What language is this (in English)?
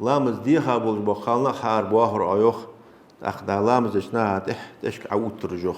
Ingush